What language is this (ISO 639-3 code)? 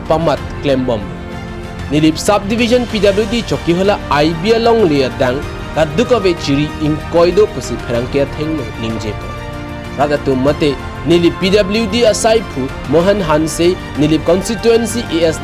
mjw